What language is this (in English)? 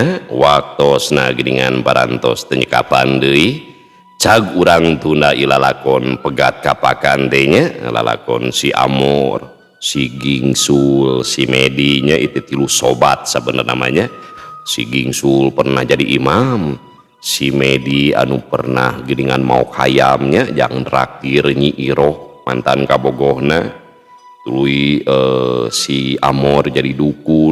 Sundanese